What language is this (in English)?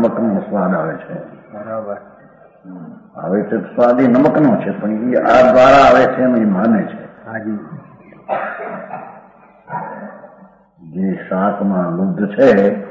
Gujarati